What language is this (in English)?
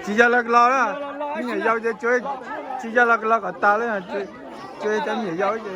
Hmong